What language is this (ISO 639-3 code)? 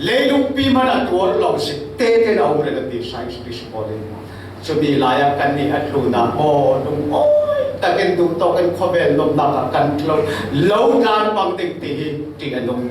cfm